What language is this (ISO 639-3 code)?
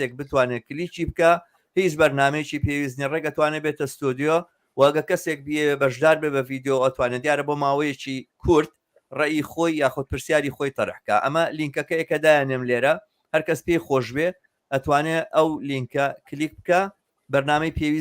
ckb